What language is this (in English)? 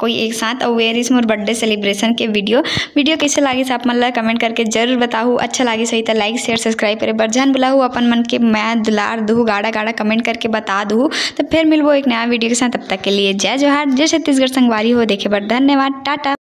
Chhattisgarhi